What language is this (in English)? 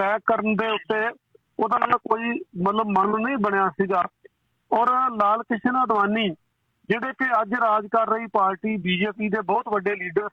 Punjabi